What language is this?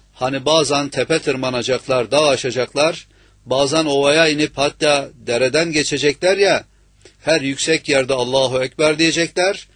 Turkish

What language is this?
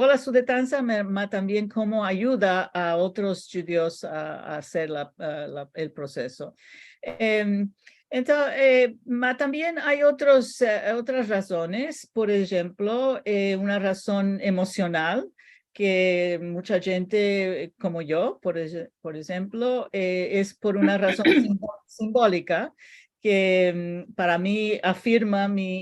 Ladino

